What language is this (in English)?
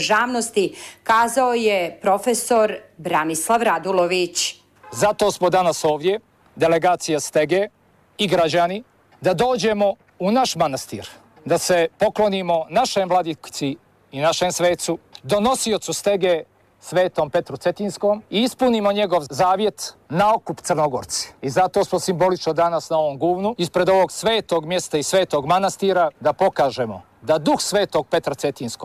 Serbian